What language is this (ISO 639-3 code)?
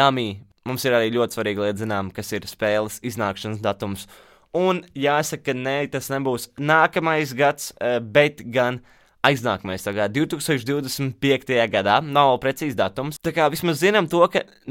lav